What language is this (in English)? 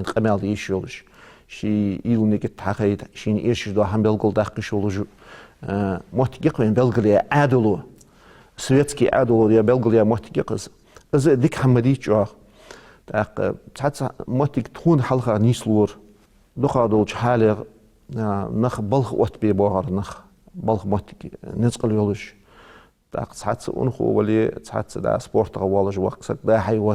Ingush